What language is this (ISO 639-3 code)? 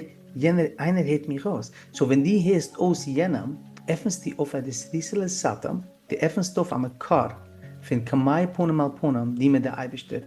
yid